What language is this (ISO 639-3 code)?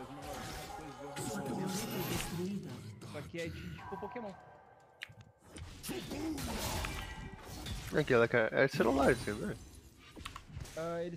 por